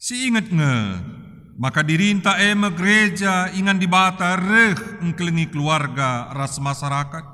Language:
Batak Karo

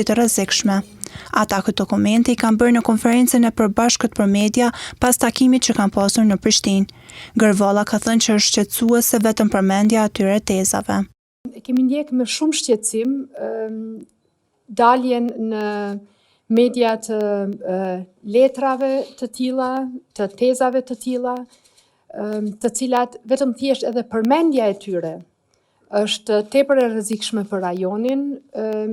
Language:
Albanian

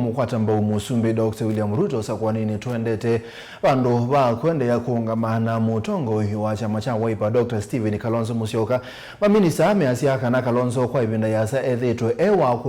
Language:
Kamba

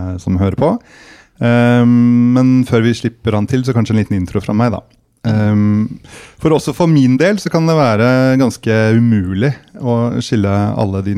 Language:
Norwegian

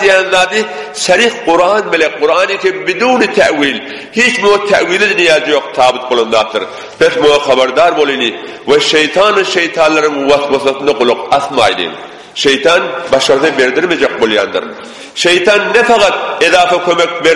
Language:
Turkmen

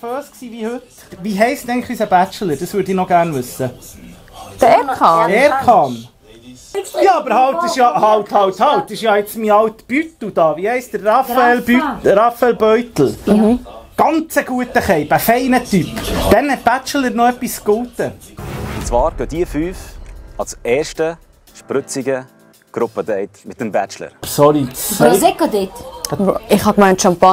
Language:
Swiss German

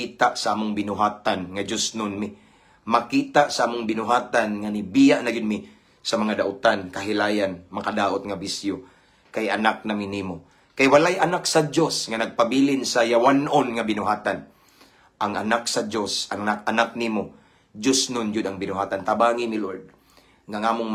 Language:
Cebuano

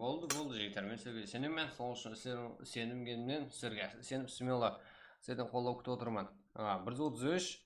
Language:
Kara-Kalpak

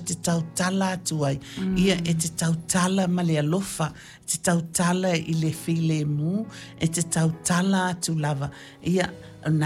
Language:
Samoan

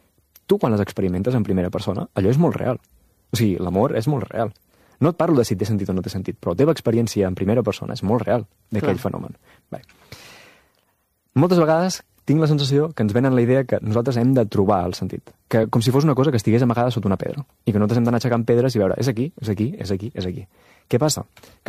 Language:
Catalan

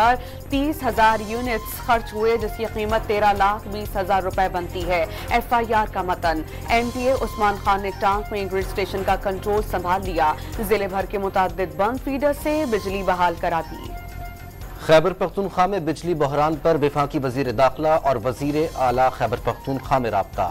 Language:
Urdu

